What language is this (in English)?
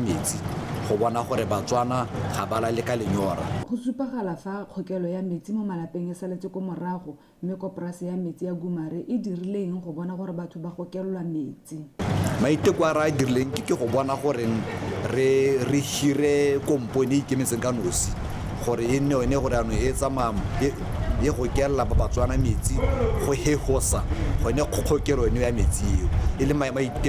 Tswana